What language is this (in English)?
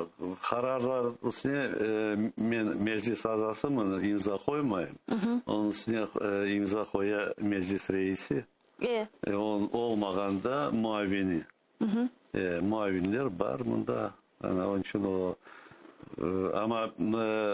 Crimean Tatar